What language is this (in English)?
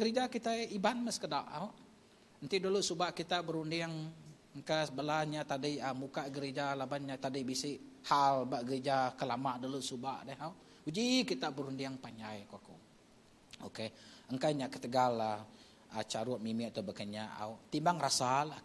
Iban